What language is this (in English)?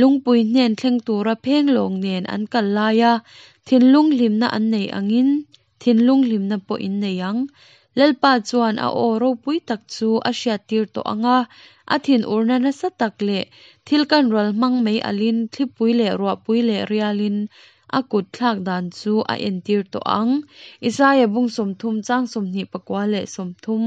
Hakha Chin